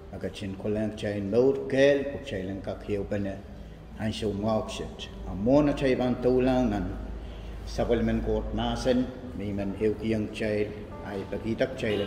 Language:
Pohnpeian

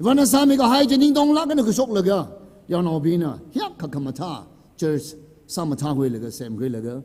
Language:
Tangkhul Naga (India)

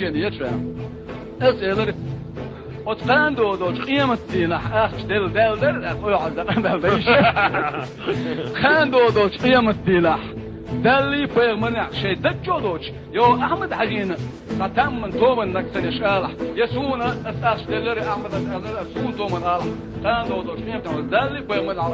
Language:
Chechen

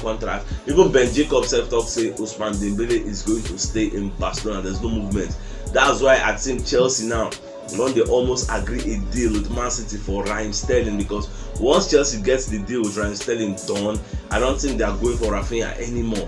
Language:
Nigerian Pidgin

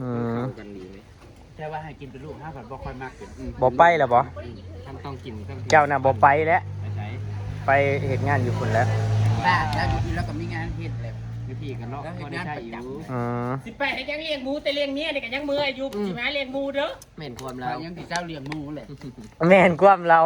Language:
Northeastern Thai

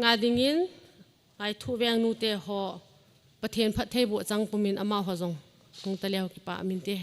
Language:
Thado Chin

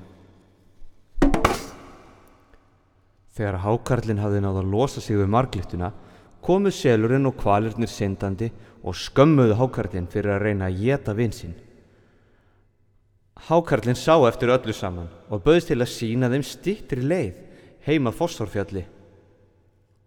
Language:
Icelandic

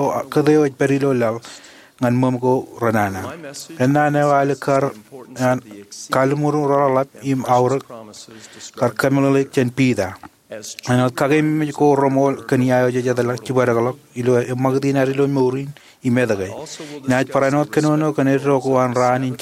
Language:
Marshallese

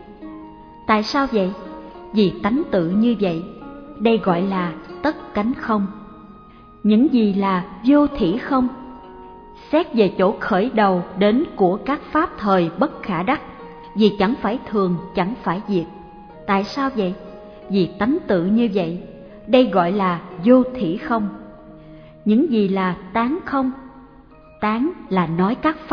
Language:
Vietnamese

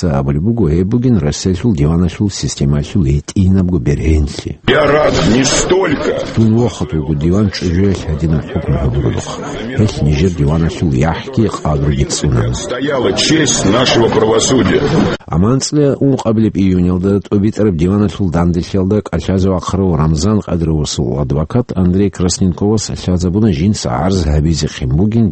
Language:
Avaric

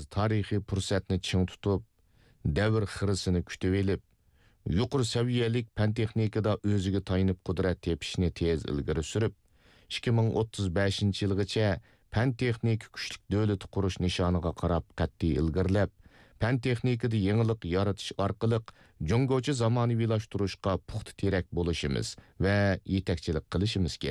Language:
Uyghur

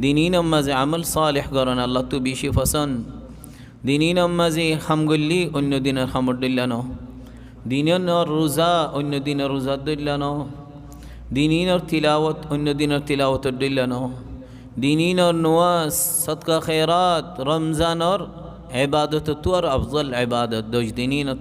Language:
Rohingya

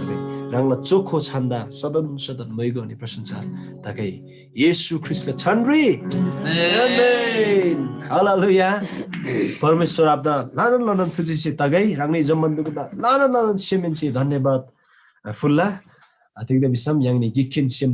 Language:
Eastern Tamang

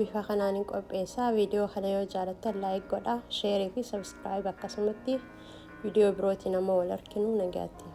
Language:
Oromo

